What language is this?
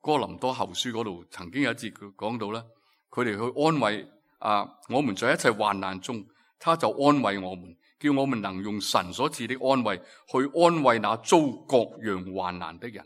Cantonese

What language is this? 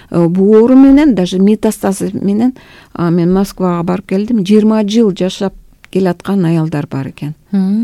Kyrgyz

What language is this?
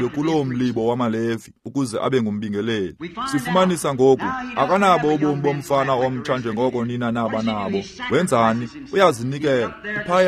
Xhosa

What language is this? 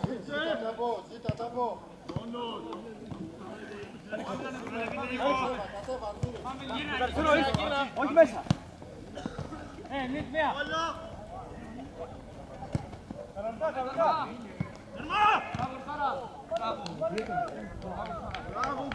Greek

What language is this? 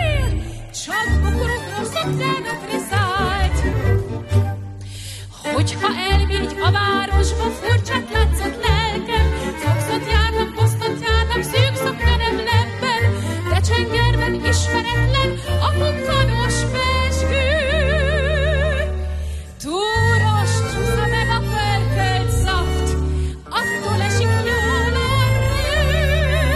Hungarian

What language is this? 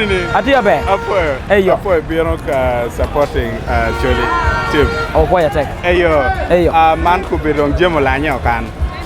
Acoli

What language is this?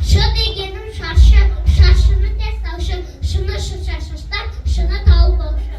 Kazakh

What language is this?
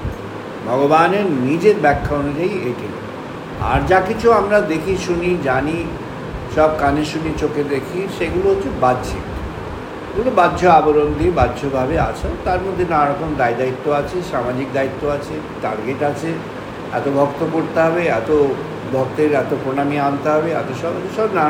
Bangla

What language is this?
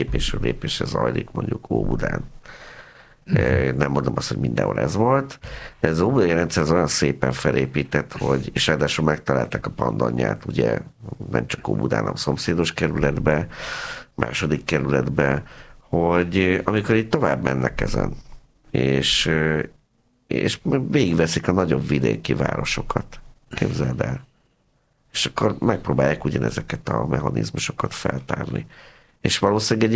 Hungarian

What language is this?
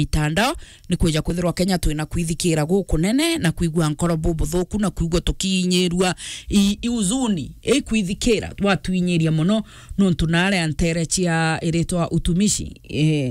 Meru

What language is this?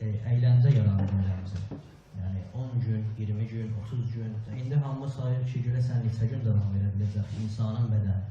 South Azerbaijani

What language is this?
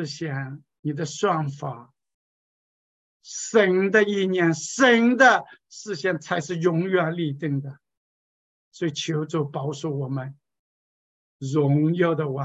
Chinese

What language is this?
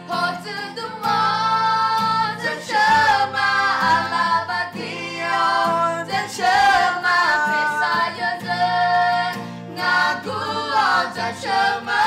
Akha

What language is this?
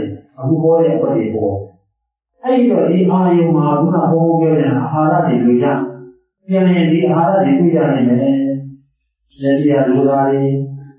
Burmese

